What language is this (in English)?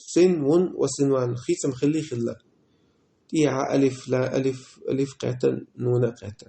Chechen